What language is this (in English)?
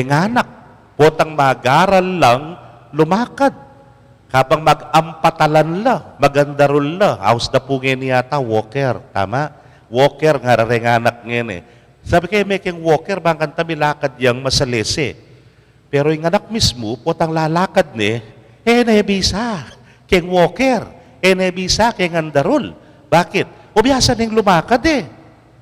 Pampanga